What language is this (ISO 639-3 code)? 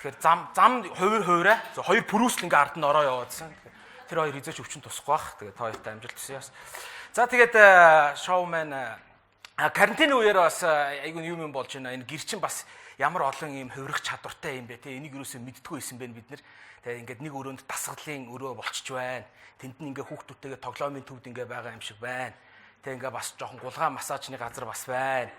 mon